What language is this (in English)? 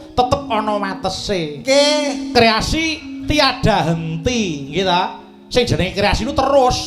Javanese